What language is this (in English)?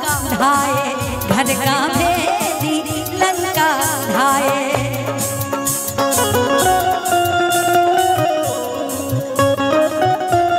Bhojpuri